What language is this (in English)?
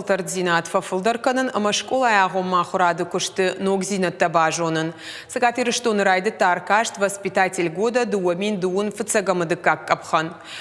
Ossetic